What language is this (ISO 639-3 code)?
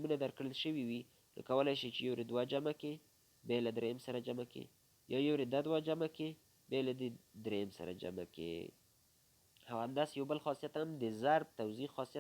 pus